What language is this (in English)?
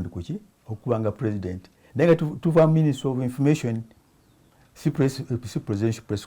Ganda